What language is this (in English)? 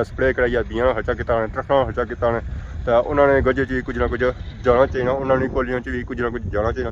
Pahari-Potwari